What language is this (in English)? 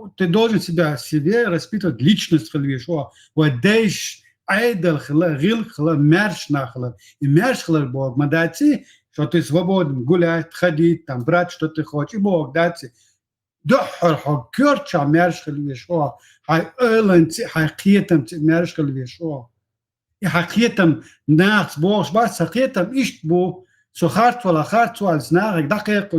Chechen